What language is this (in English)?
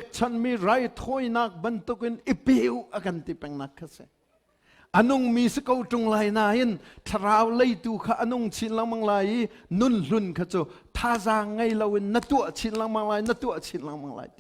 Hakha Chin